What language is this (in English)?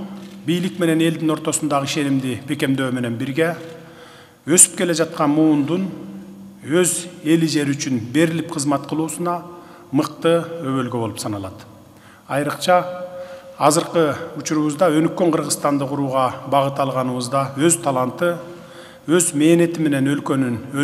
Kyrgyz